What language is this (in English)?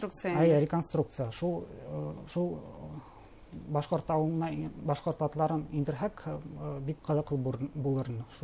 Bashkir